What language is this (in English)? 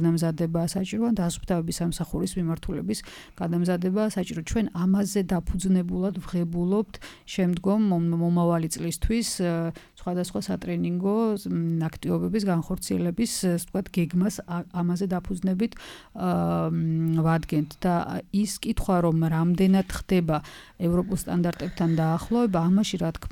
Georgian